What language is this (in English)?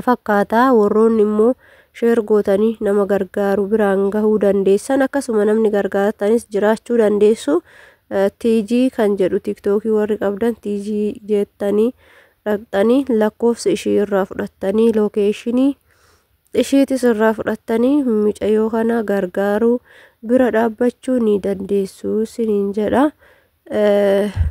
Oromo